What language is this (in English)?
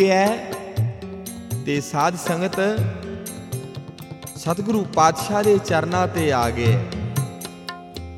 Punjabi